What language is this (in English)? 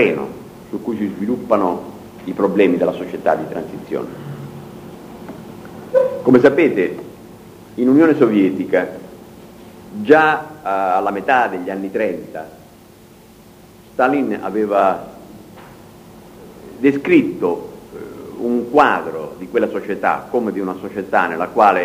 Italian